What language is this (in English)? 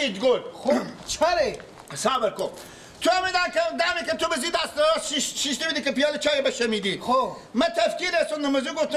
Persian